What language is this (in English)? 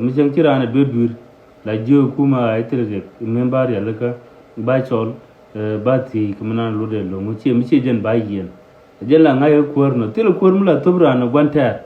Nuer